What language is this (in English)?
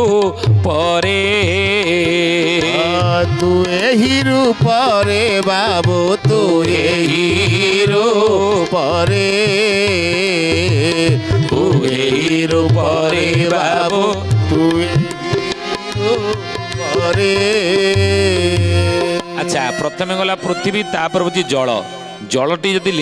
Odia